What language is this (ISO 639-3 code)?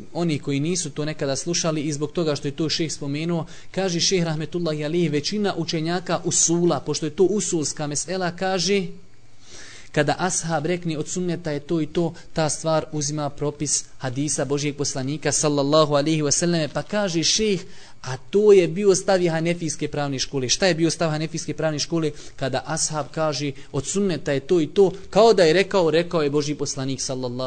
bos